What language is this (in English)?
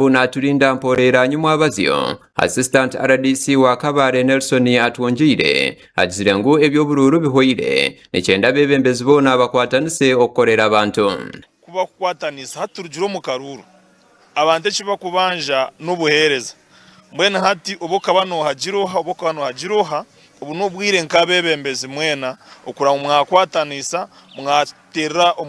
Nyankole